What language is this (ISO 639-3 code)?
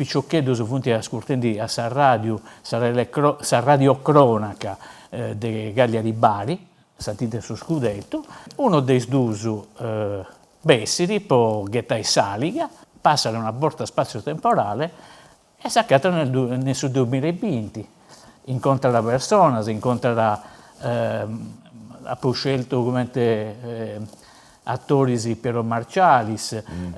srd